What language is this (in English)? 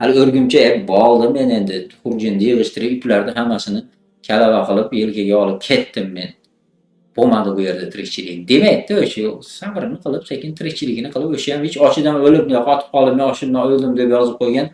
Uzbek